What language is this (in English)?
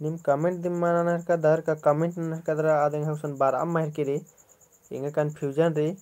Kurukh